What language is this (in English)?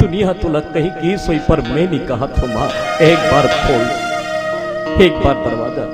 Chhattisgarhi